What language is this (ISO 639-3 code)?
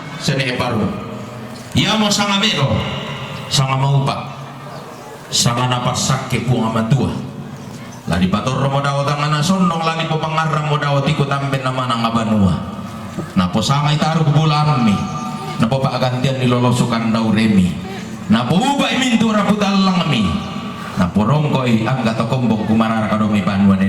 sda